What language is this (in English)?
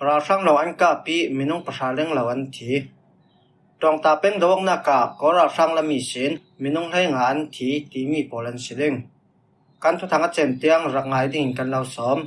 Falam Chin